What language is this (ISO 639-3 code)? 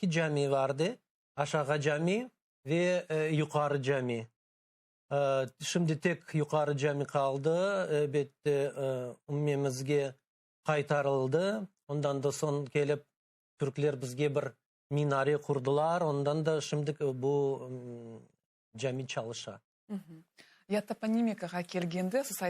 crh